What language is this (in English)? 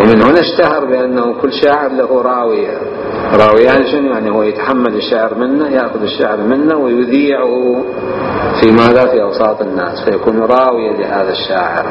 Mesopotamian Arabic